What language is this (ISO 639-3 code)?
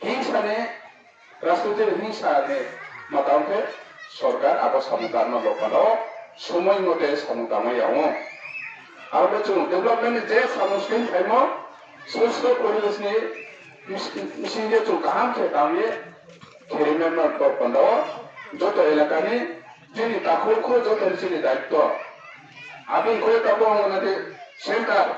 ria